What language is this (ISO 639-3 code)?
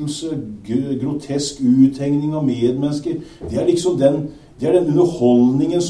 nor